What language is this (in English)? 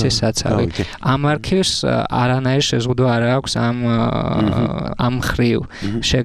Georgian